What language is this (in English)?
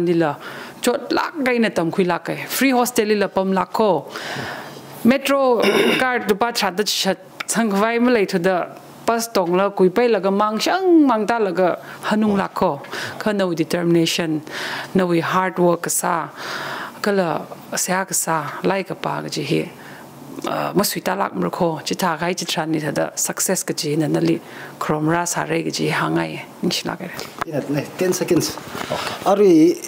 Tangkhul Naga (India)